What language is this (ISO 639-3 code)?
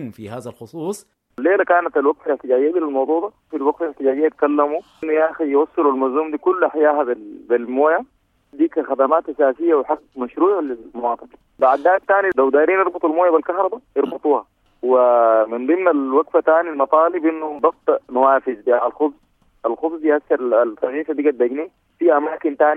apd